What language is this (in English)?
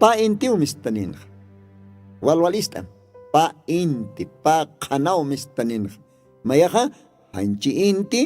Aymara